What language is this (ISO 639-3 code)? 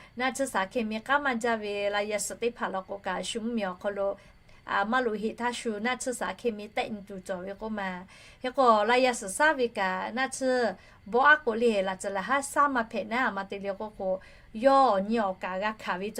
lhu